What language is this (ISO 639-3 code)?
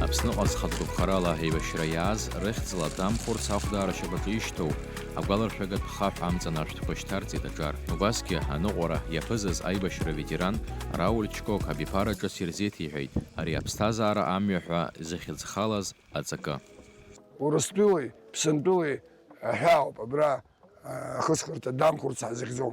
abk